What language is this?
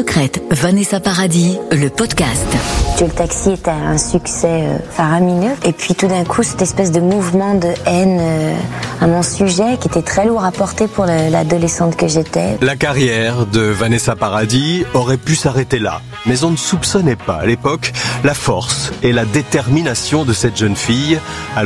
French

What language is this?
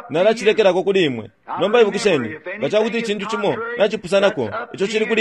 Bemba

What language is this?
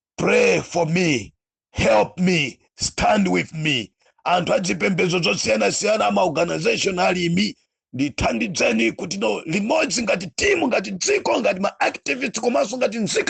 Nyanja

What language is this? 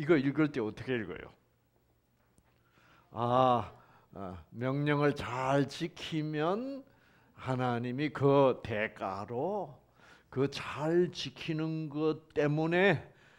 Korean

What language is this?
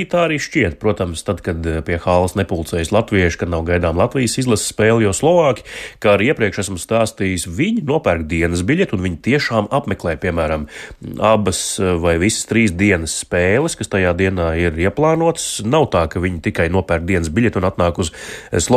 Latvian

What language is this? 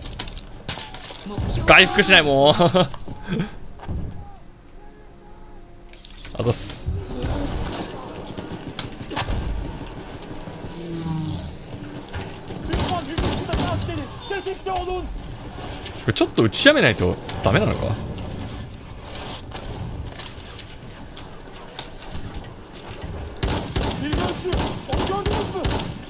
Japanese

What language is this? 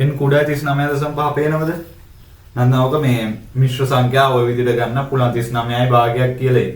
Sinhala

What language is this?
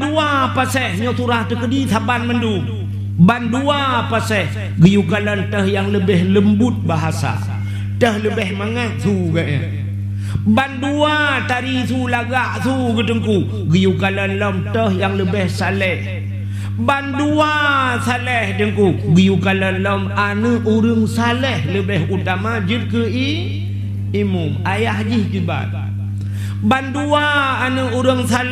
Achinese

